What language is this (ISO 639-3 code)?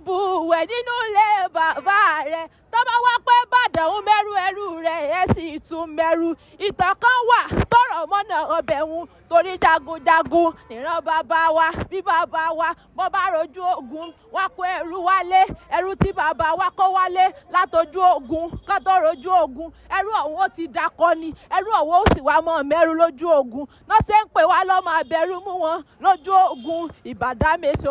yor